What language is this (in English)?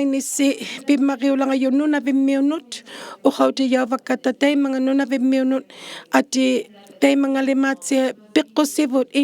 Inuktitut